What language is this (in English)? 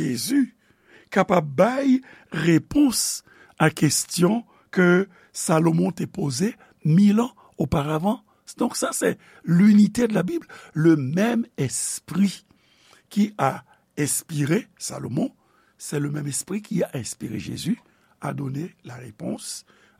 Haitian Creole